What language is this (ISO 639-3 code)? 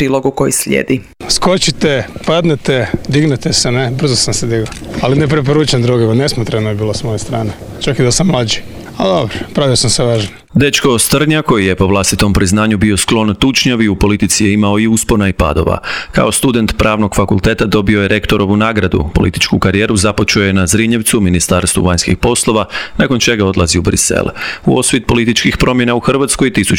hrv